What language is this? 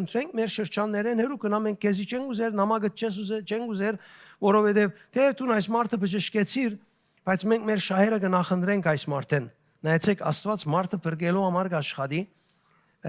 Western Armenian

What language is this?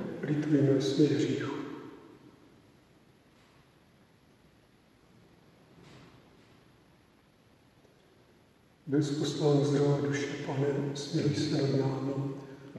Czech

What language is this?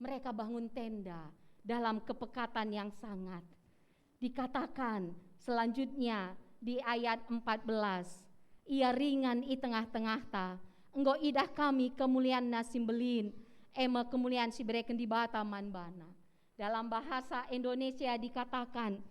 Batak Karo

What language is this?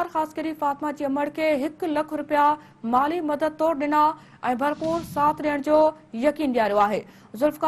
Sindhi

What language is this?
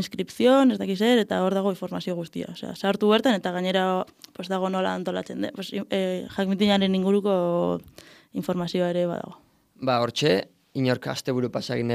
Basque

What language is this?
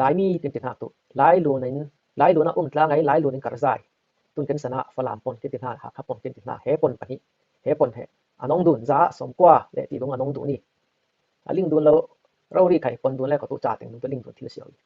Falam Chin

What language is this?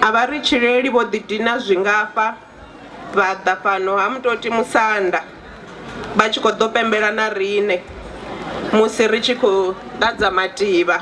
Venda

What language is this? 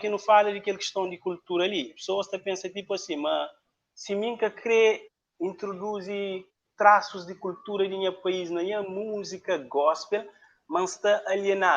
Kabuverdianu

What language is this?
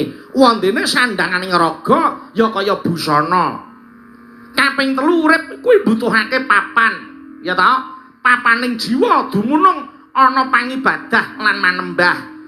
Javanese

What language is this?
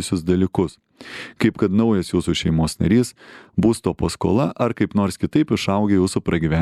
Lithuanian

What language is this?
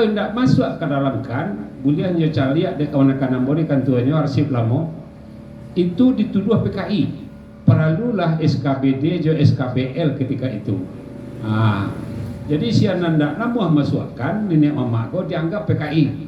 Minangkabau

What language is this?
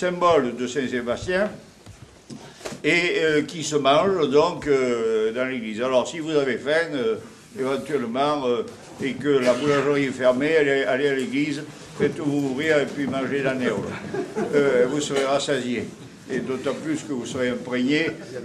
French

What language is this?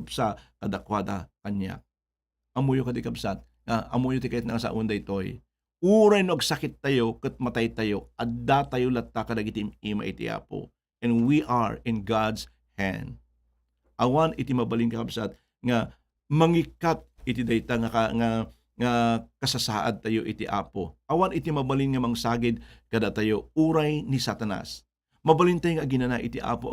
Iloko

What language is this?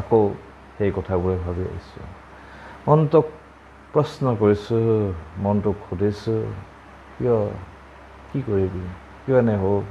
Assamese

